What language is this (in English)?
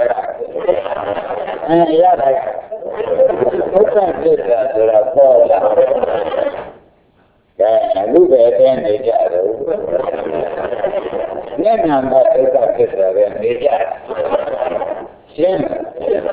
Burmese